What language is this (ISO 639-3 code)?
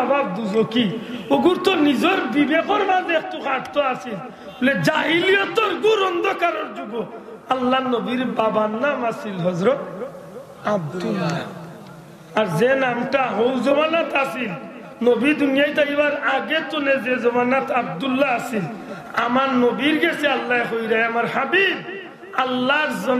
syl